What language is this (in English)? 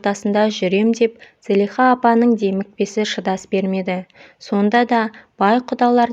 Kazakh